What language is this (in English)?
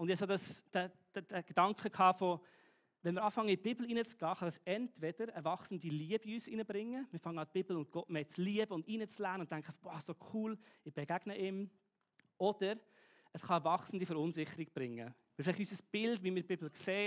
Swiss German